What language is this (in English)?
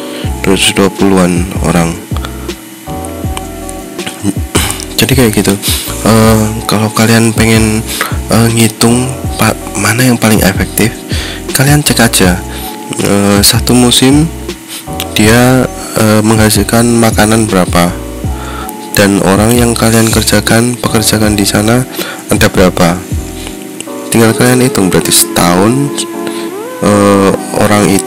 Indonesian